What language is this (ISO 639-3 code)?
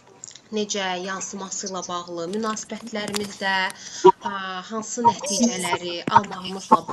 aze